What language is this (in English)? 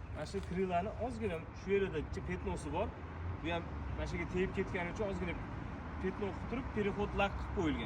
Uzbek